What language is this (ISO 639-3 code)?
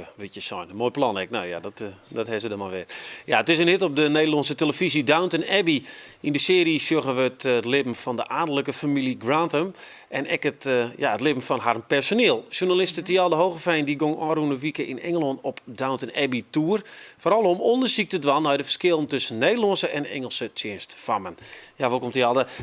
fry